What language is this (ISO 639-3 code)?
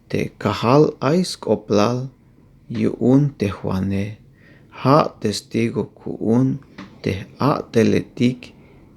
tzh